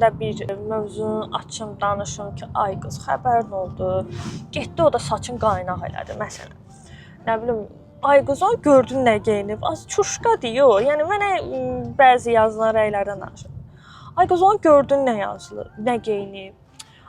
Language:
Azerbaijani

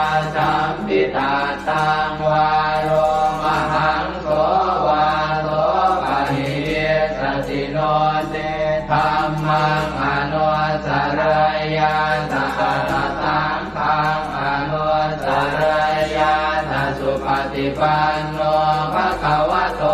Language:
Pali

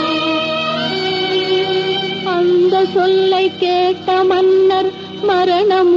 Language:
Tamil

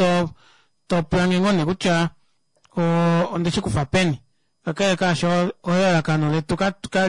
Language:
Kuanyama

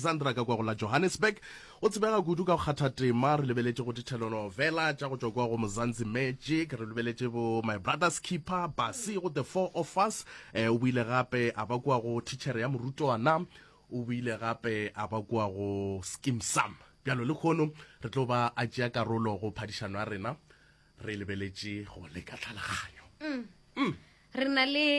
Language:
Northern Sotho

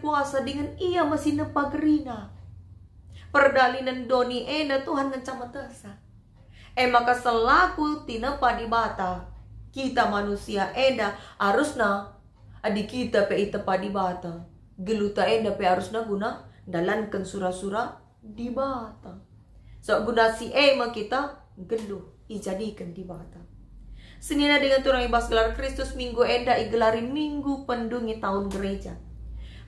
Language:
Batak Karo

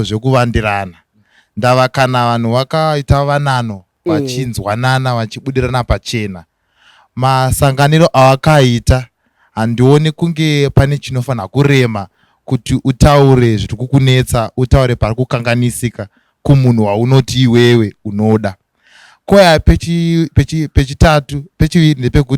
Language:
Shona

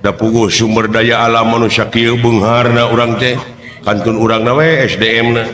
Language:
Sundanese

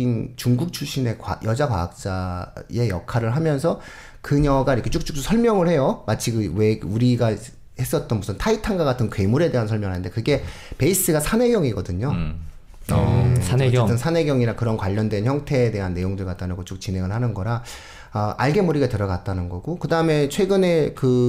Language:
Korean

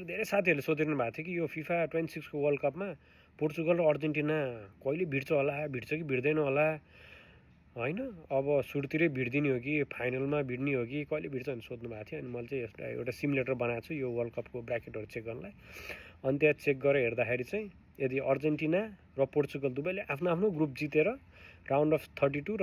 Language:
Nepali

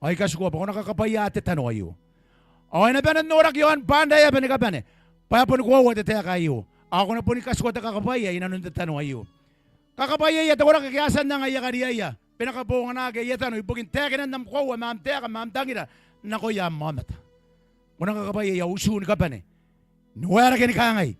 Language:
Gilbertese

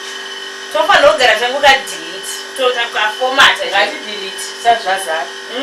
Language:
Shona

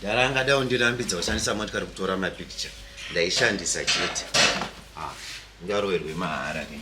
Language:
Shona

